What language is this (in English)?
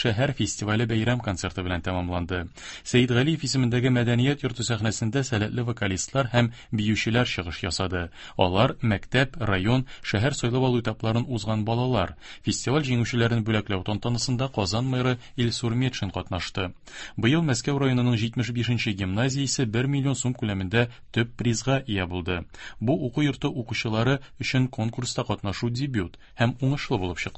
Tatar